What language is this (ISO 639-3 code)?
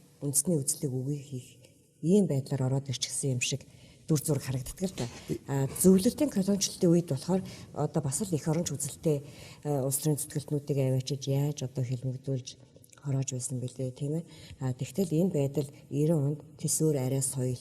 mon